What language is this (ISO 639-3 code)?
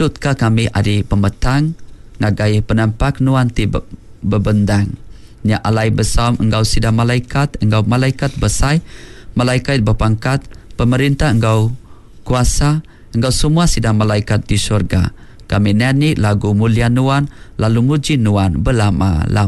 iba